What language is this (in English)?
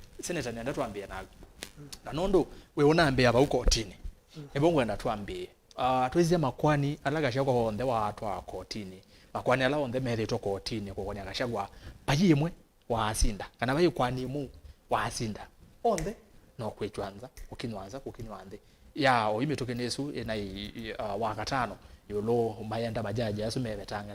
Kamba